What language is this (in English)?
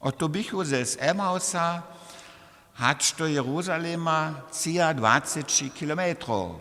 Upper Sorbian